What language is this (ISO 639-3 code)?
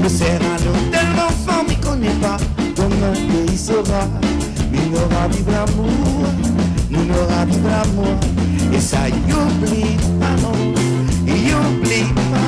rcf